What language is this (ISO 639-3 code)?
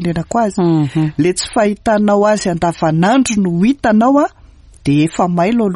mlg